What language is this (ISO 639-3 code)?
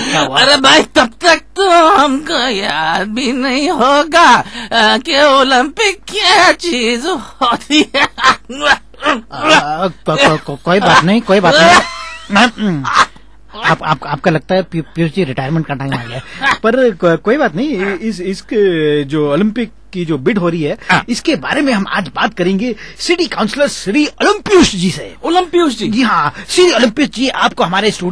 hin